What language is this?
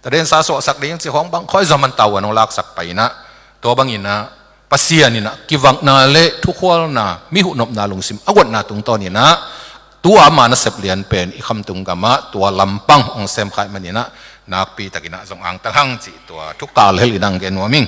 Tedim Chin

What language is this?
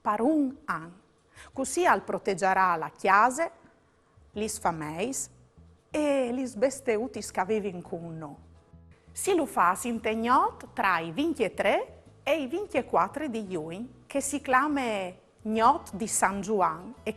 Friulian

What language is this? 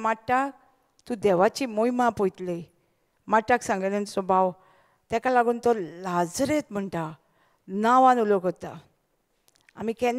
Konkani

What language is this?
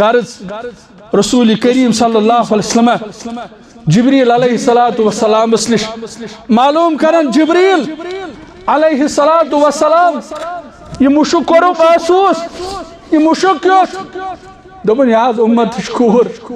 Kashmiri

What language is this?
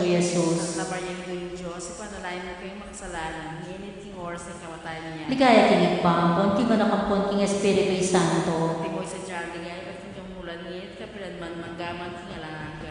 Pampanga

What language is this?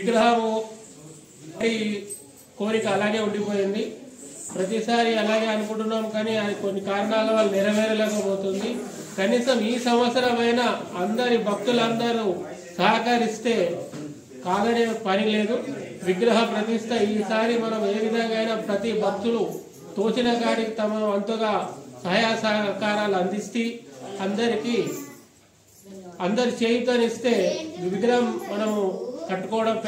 Telugu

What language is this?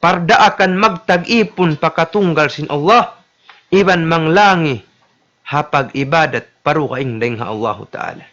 Tausug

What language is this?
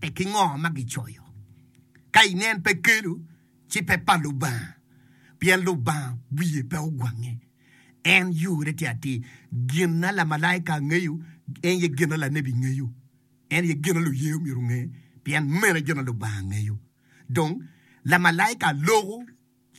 Acoli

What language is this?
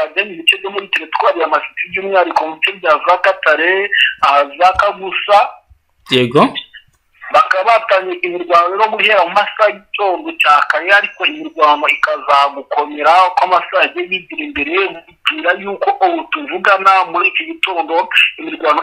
Kinyarwanda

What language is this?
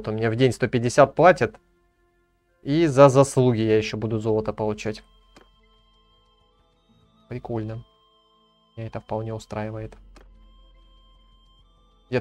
Russian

